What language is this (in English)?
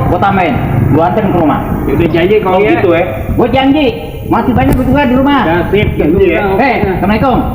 Betawi